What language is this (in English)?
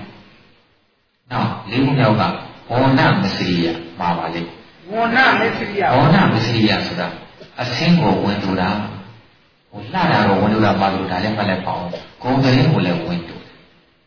Burmese